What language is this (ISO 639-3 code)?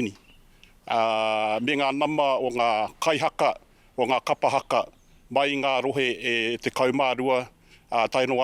mri